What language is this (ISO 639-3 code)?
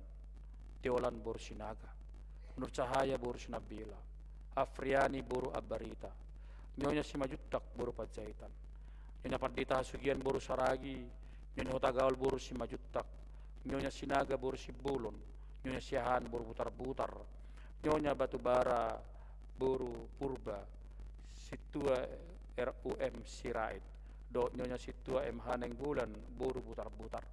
bbc